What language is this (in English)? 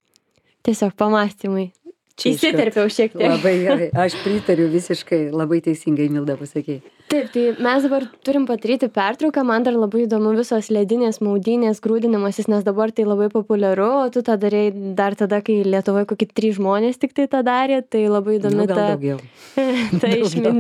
Lithuanian